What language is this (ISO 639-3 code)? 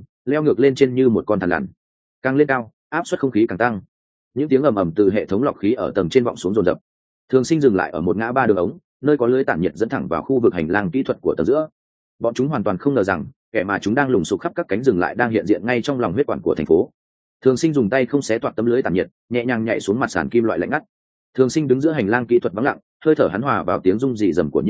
vie